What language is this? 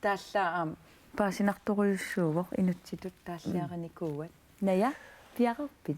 Kalaallisut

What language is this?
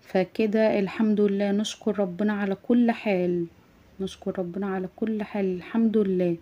Egyptian Arabic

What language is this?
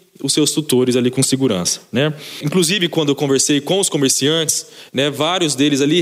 Portuguese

